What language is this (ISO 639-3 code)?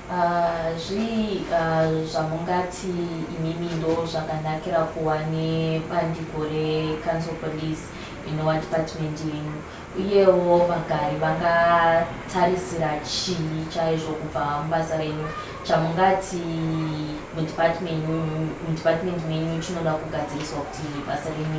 sna